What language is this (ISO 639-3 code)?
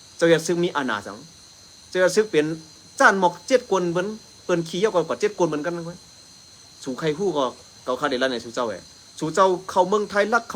shn